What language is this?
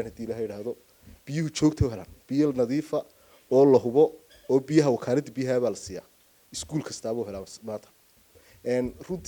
Somali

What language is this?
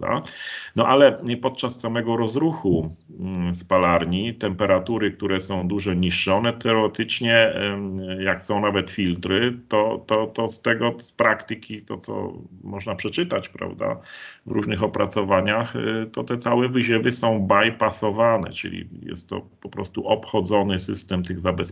Polish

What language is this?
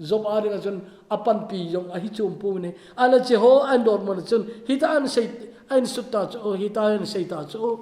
Thado Chin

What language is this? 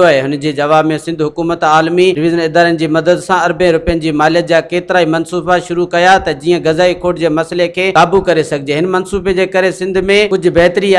Sindhi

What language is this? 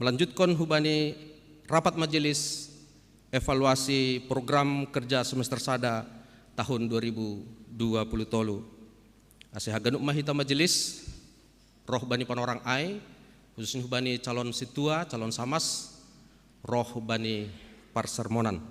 Batak Simalungun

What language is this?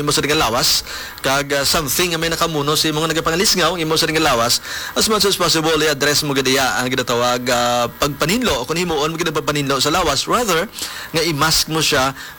Hiligaynon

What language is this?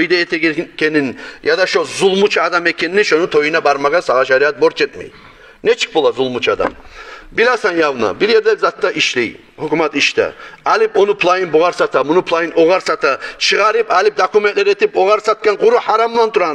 Kumyk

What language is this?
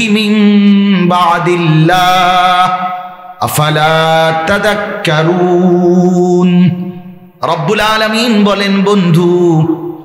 Bangla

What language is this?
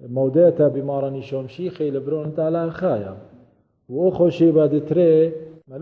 Assyrian Neo-Aramaic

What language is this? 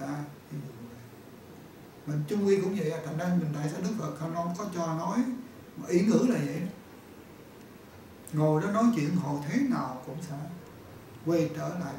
Vietnamese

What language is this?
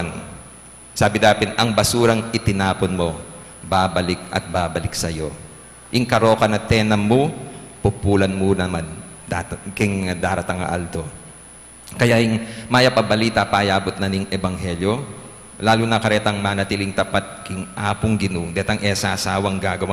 Pampanga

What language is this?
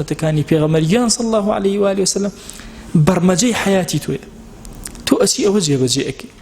Central Kurdish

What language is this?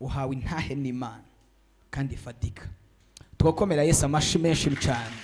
Rundi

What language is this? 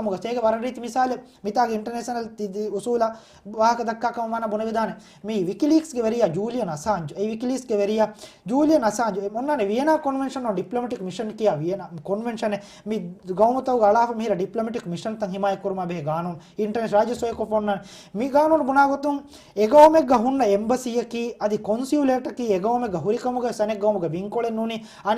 Divehi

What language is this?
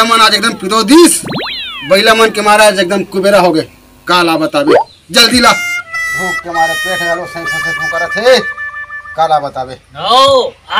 Chhattisgarhi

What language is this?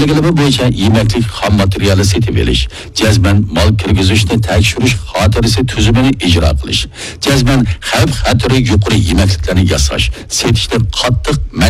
Uyghur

